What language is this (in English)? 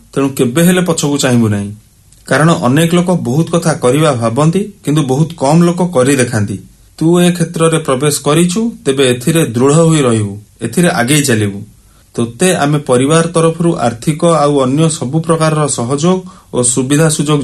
Odia